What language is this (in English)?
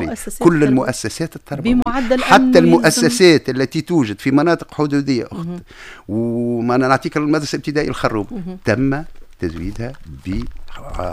Tunisian Arabic